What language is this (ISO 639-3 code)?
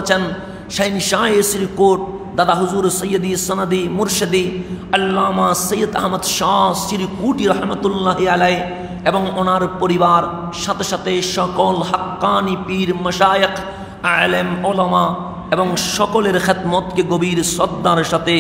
ben